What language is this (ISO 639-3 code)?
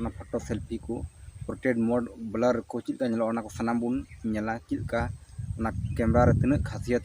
sat